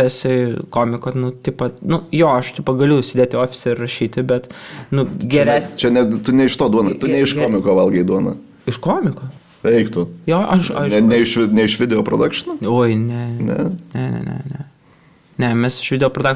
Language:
Lithuanian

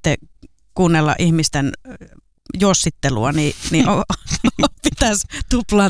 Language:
Finnish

